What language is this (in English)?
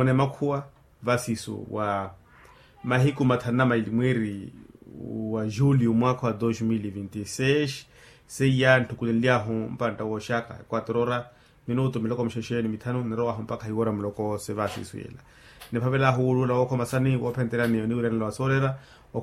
Makhuwa